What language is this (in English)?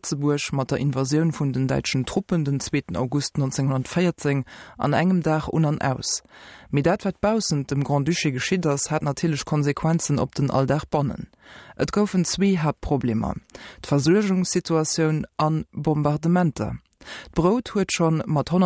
Luxembourgish